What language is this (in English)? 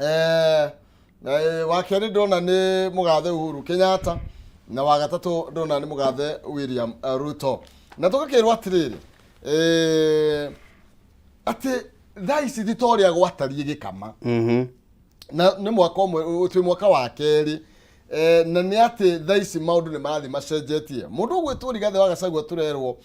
Kikuyu